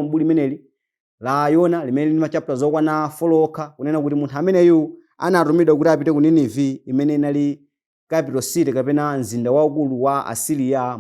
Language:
Nyanja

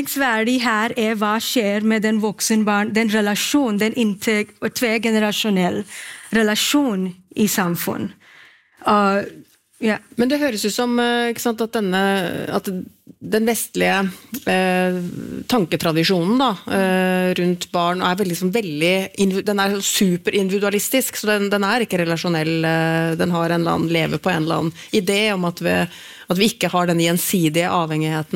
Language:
Norwegian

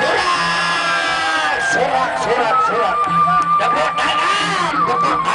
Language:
Sasak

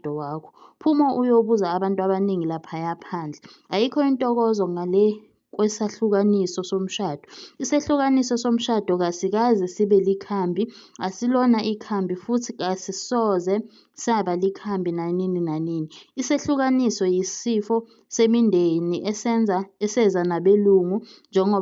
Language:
Zulu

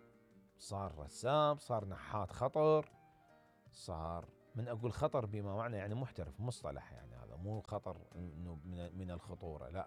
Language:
Mesopotamian Arabic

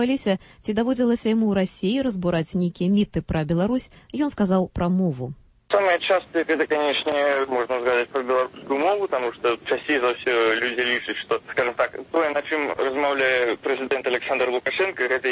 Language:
Belarusian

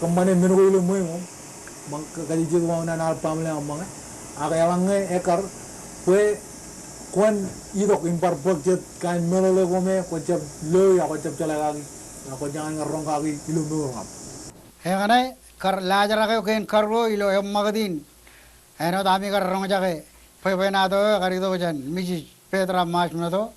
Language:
Marshallese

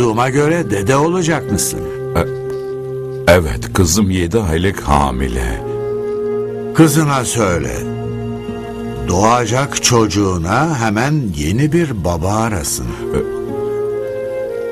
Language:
Turkish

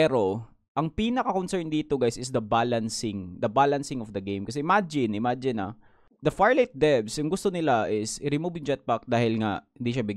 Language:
Filipino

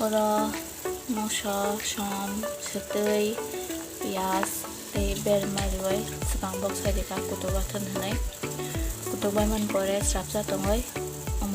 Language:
Kok Borok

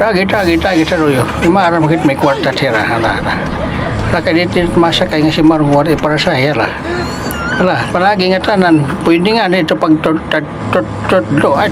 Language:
Waray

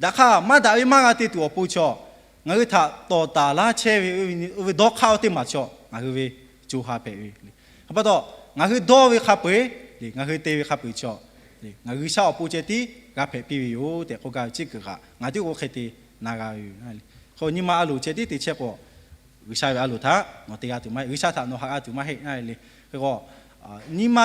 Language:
Lahu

